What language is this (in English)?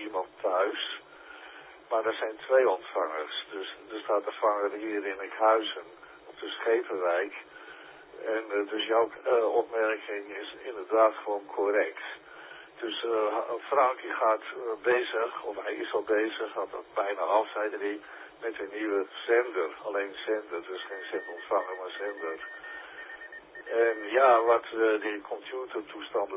Dutch